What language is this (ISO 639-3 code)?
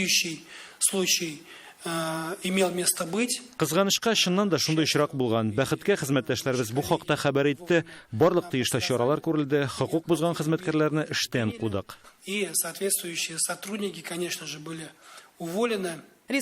tat